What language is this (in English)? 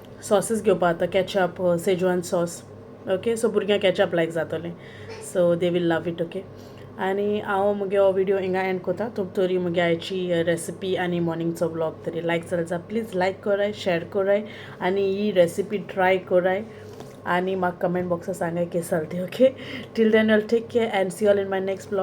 Konkani